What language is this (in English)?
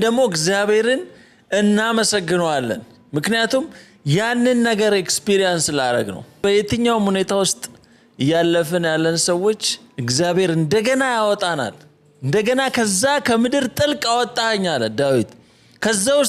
Amharic